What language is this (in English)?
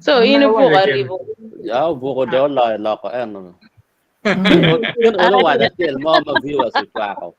Acoli